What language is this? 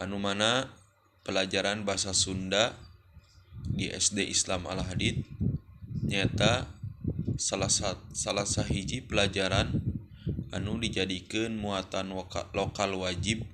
Sundanese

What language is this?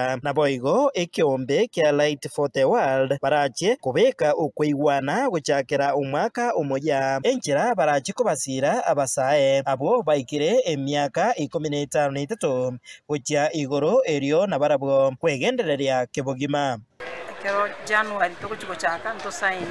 Gusii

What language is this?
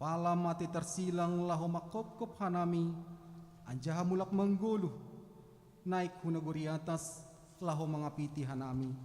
Batak Simalungun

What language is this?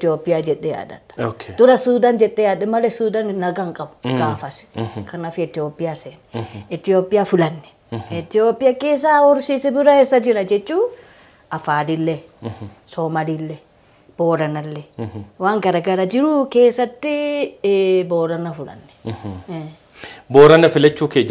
Oromo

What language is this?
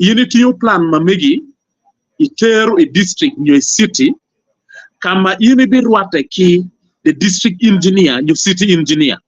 Acoli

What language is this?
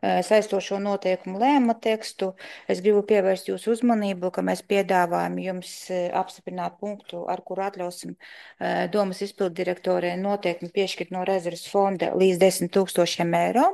Latvian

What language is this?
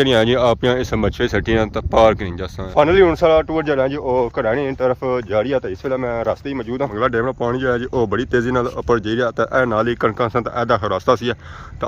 Pahari-Potwari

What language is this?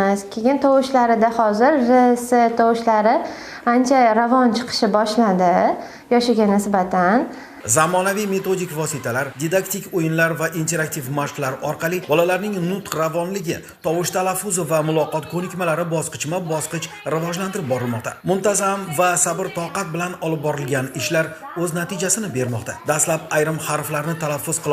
Uzbek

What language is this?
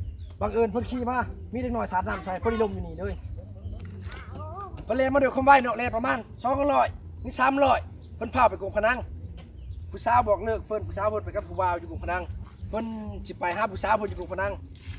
Lao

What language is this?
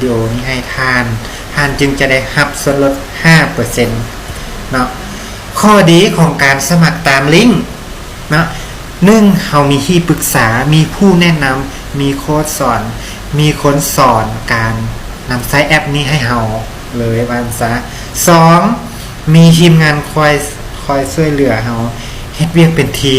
Lao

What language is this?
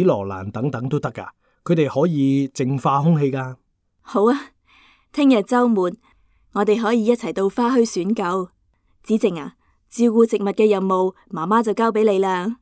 Cantonese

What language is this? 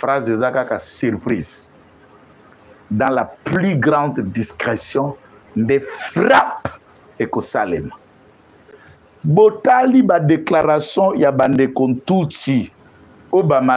French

